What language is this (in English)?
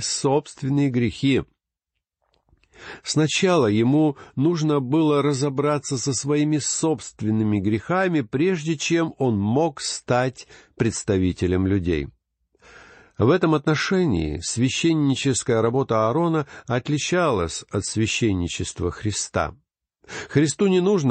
Russian